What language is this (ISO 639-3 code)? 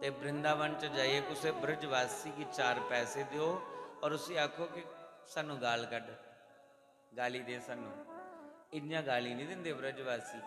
doi